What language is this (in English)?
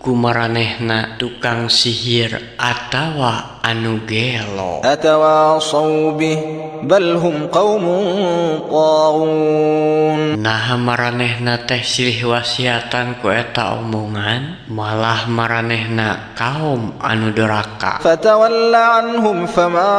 Sundanese